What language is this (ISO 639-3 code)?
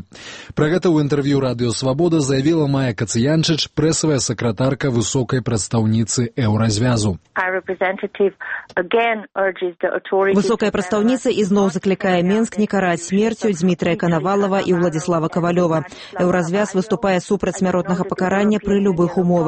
bel